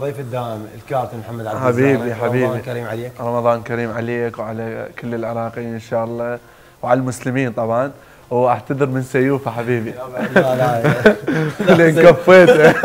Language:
Mesopotamian Arabic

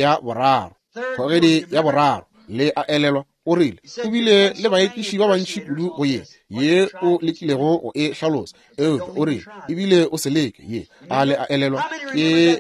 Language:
Northern Sotho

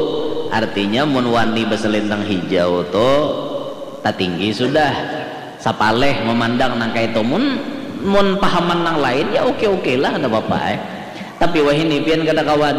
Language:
Banjar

